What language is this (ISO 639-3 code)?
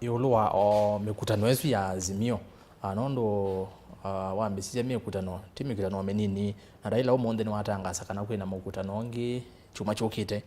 kam